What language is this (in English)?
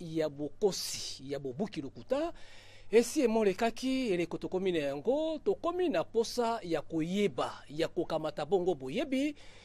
Lingala